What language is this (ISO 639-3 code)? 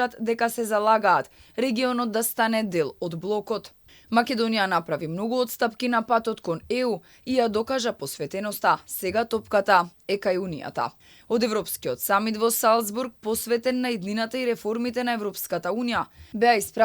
mkd